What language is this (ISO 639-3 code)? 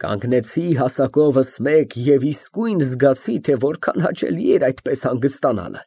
hye